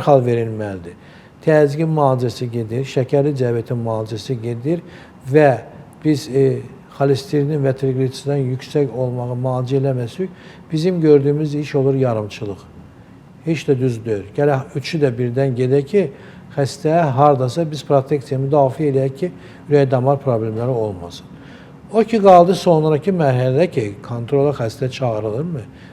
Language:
Azerbaijani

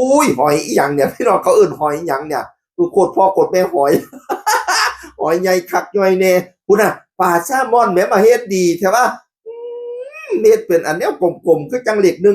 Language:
Northeastern Thai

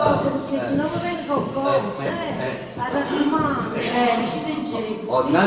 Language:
Neapolitan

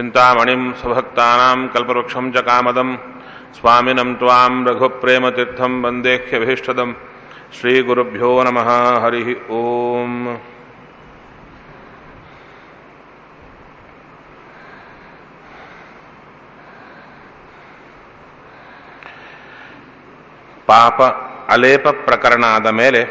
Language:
Kannada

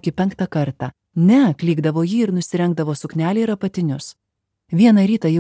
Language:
Lithuanian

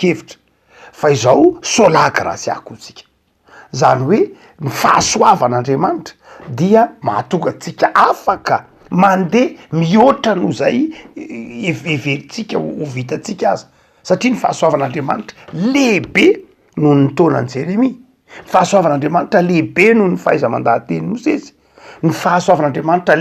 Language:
Malagasy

